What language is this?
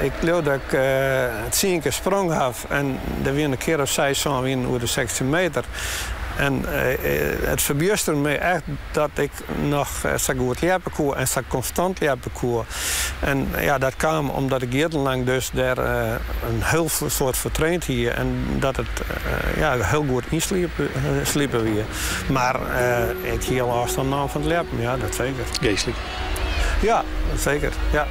Western Frisian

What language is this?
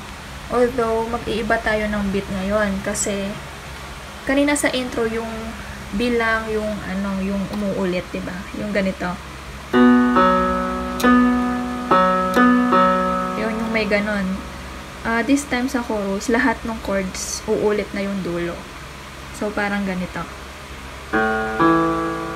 Filipino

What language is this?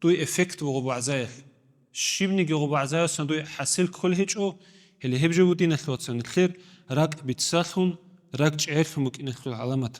Avaric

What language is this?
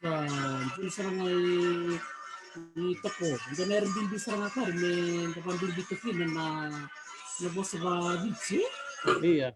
Fijian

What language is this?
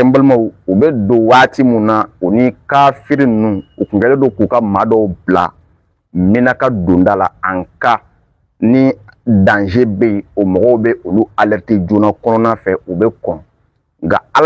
Bambara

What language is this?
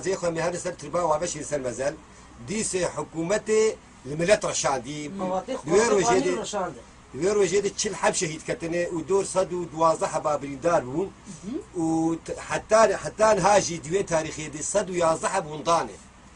Kurdish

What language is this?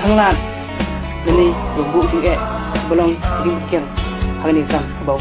Khasi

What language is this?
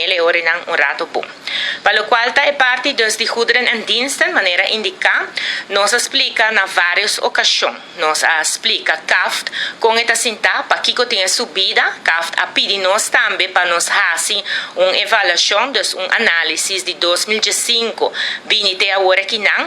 Papiamento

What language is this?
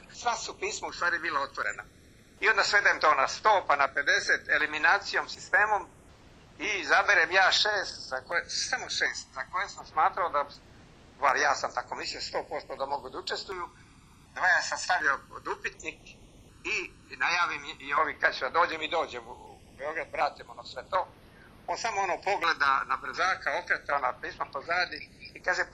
Serbian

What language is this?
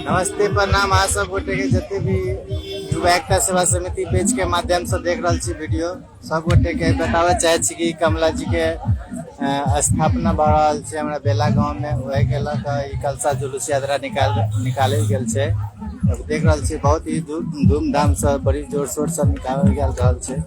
Maithili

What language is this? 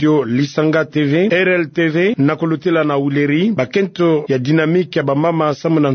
Kituba (Democratic Republic of Congo)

